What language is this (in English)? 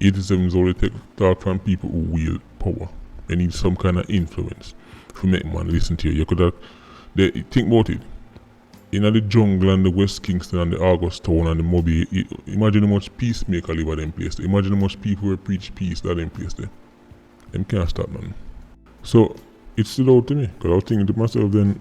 Jamaican Creole English